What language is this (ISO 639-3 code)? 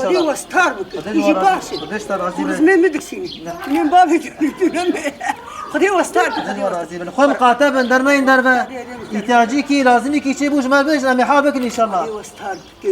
kur